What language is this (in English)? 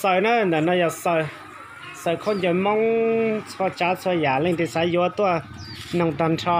Hmong